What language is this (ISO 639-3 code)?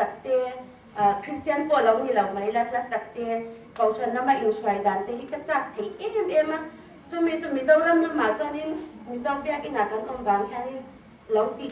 hmr